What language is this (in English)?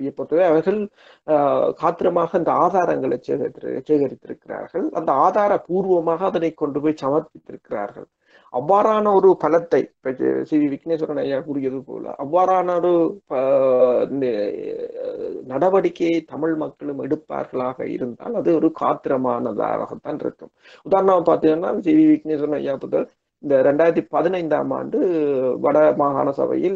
Tamil